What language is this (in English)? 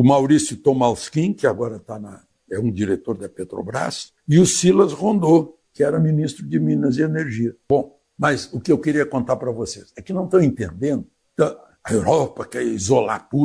Portuguese